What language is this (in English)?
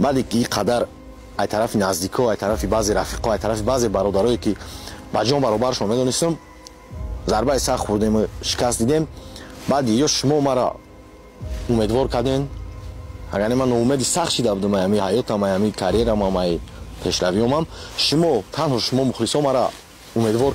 Tajik